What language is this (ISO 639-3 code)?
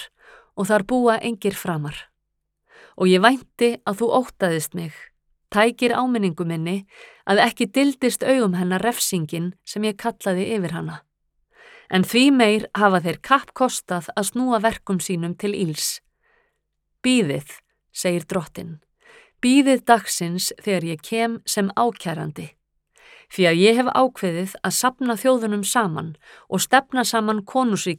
isl